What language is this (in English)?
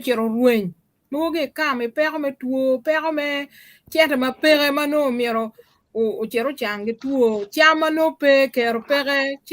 Acoli